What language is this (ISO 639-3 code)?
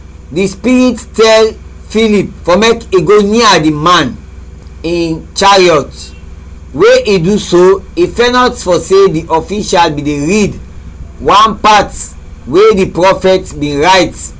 kri